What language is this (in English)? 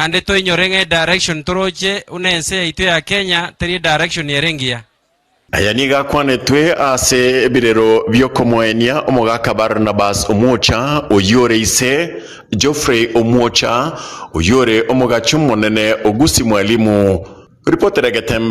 Gusii